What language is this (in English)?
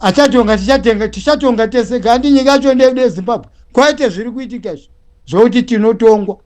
Shona